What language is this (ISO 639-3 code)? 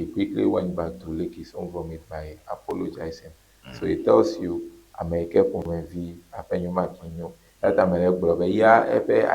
ewe